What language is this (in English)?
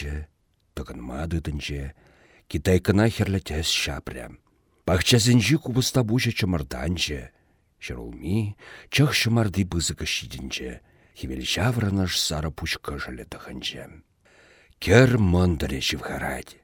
Chuvash